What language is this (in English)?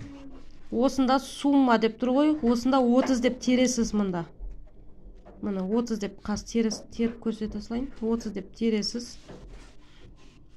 Kazakh